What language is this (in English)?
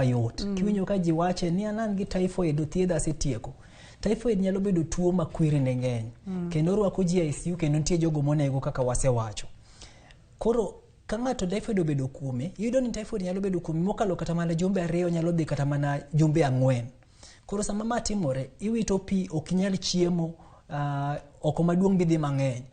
Luo (Kenya and Tanzania)